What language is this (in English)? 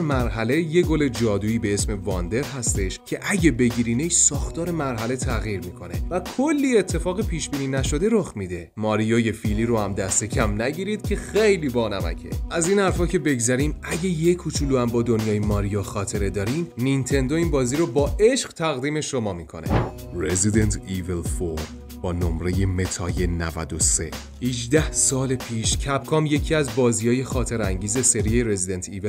Persian